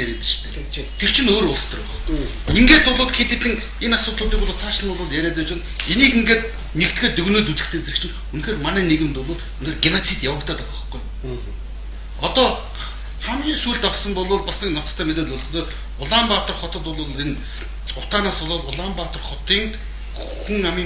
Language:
Mongolian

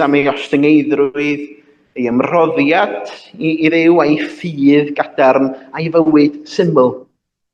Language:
Welsh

